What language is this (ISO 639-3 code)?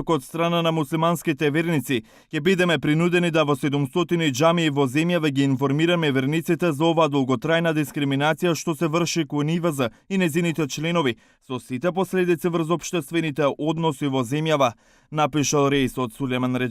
mkd